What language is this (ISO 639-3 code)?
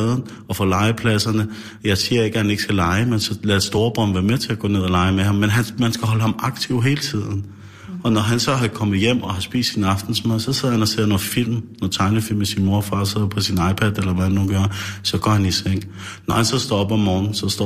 dan